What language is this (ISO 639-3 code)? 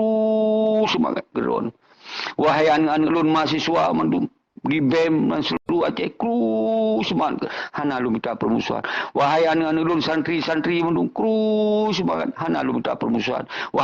ace